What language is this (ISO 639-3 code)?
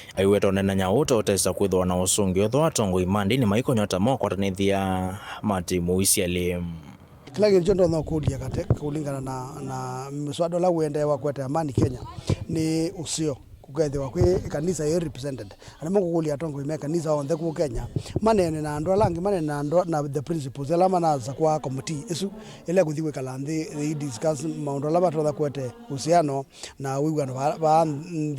kam